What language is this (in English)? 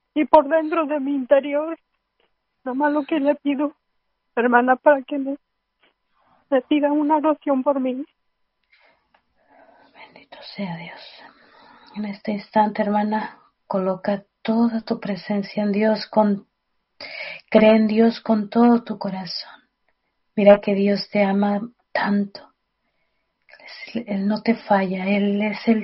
Spanish